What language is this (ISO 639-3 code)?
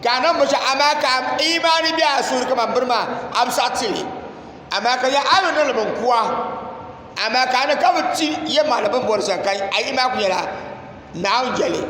dag